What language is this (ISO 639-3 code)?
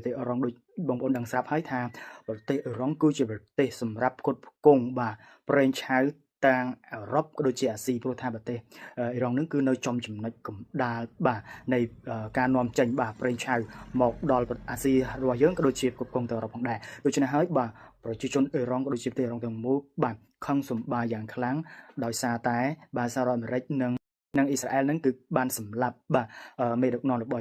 khm